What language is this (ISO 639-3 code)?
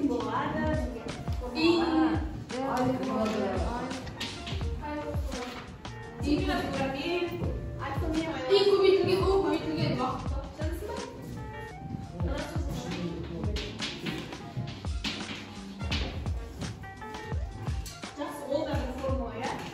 kaz